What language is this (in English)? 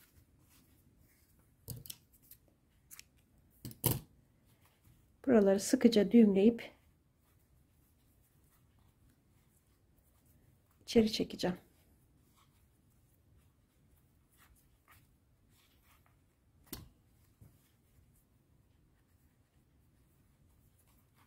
Turkish